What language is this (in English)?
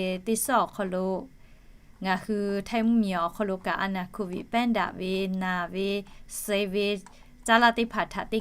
Lahu